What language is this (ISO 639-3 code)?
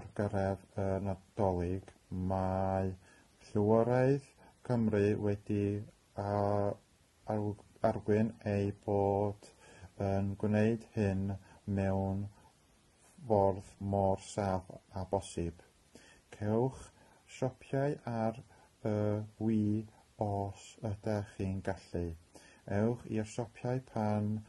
cym